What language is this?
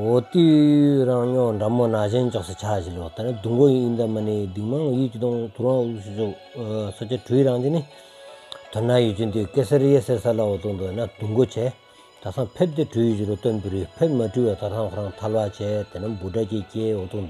Stod Bhoti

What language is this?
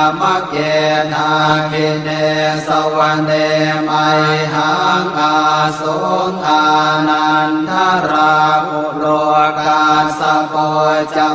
Pali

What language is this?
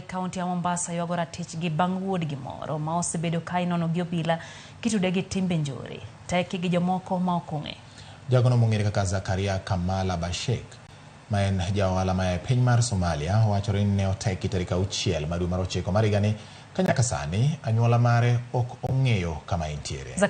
Luo (Kenya and Tanzania)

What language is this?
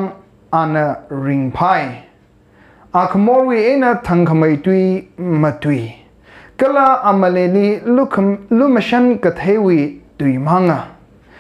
Tangkhul Naga (India)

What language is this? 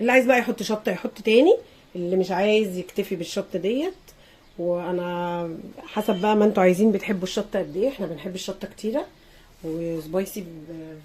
Egyptian Arabic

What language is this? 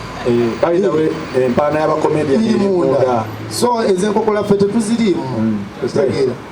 Ganda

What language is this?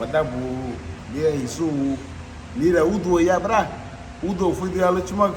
Garifuna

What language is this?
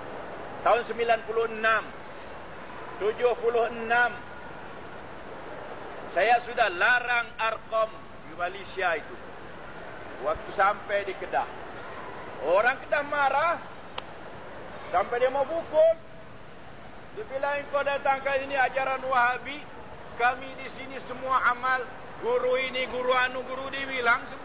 Malay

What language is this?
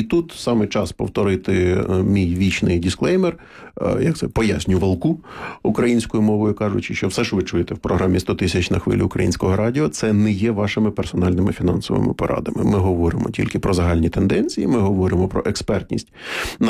Ukrainian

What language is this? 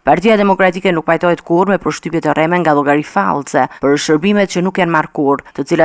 Albanian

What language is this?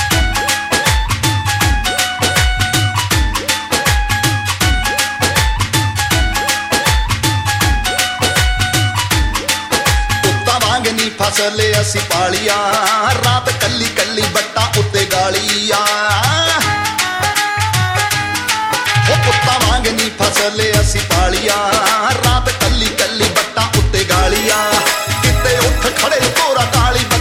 Punjabi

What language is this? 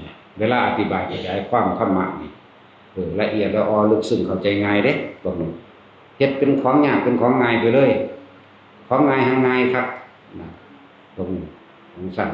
Northeastern Thai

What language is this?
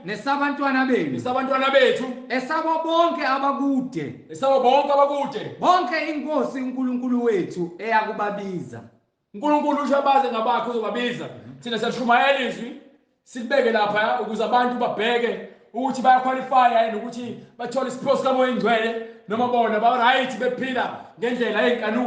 Zulu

